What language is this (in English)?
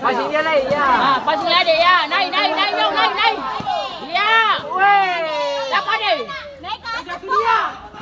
Ambonese Malay